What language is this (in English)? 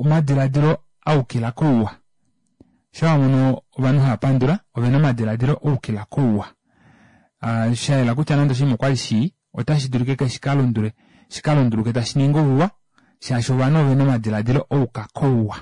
Kuanyama